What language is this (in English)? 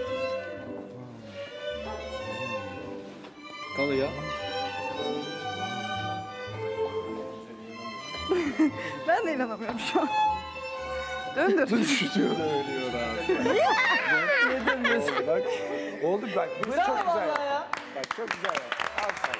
Turkish